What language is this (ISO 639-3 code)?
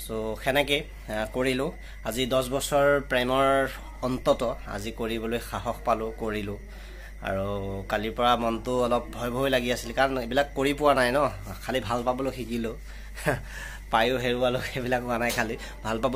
asm